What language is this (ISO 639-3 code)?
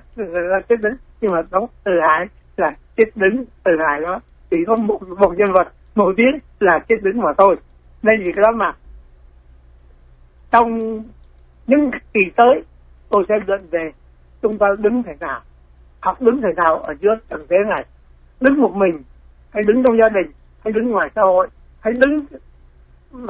vie